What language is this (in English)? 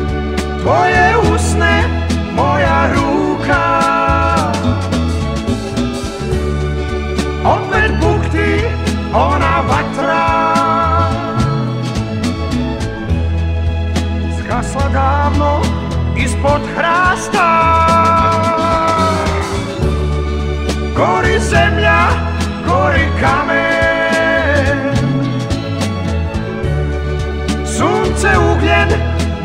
Serbian